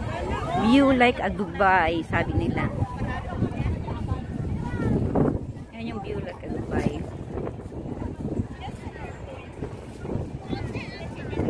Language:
Filipino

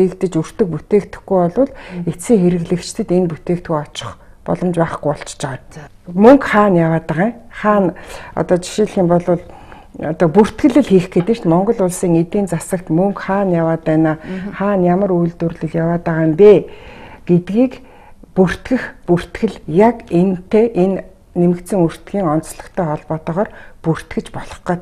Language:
Mongolian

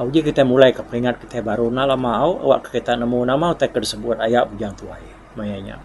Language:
Iban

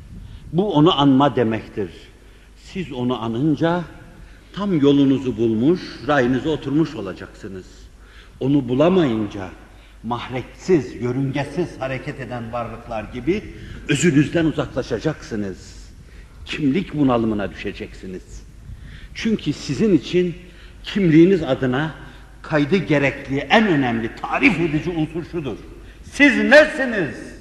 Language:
Turkish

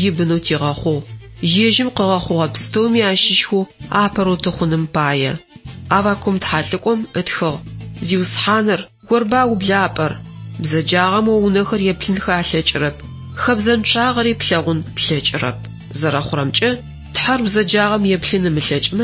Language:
Adyghe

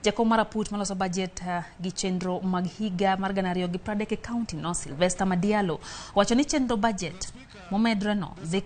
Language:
Luo (Kenya and Tanzania)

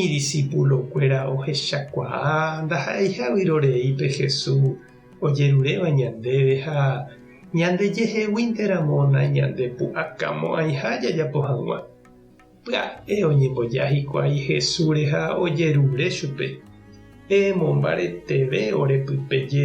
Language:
Guarani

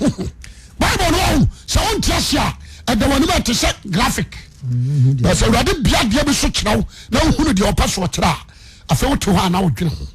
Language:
Akan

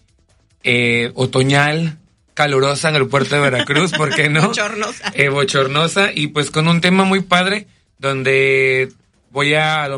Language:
Spanish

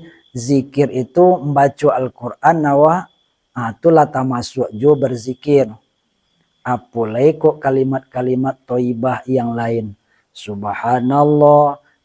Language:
Minangkabau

